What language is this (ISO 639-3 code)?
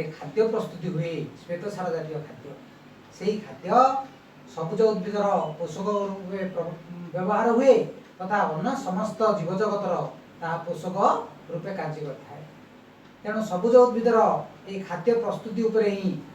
ori